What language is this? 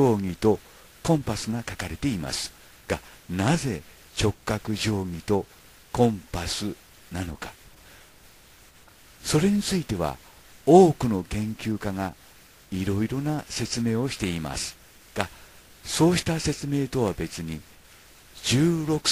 Japanese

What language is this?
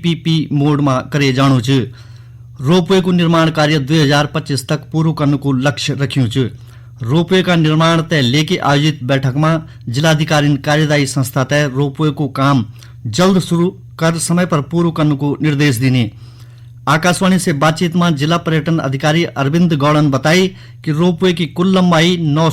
Garhwali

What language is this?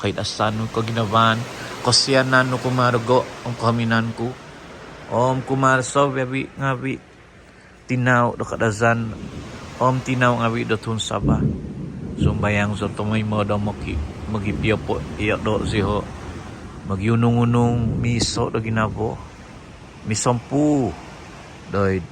Central Dusun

